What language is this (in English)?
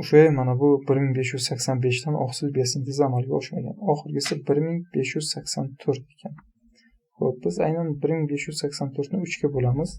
Uzbek